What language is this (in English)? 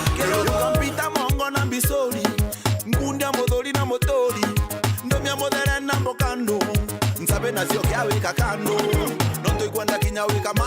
Meru